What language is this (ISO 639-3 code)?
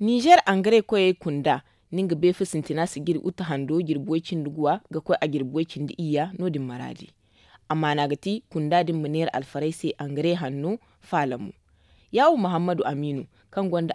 dje